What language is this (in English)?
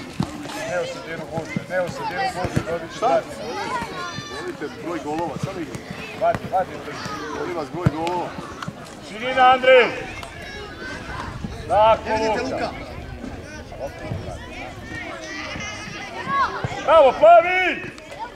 Serbian